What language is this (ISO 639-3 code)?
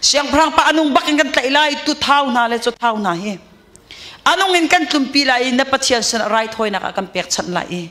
cnh